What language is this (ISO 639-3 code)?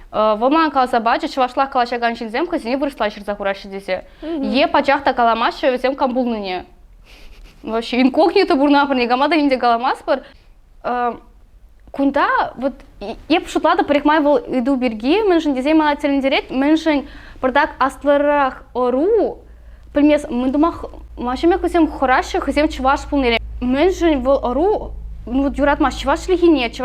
chv